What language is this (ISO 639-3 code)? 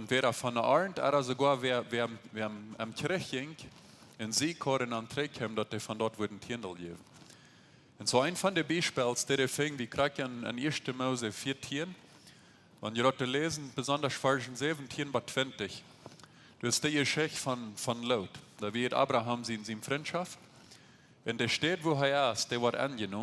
pdt